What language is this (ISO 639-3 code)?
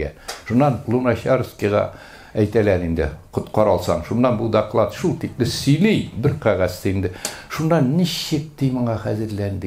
tat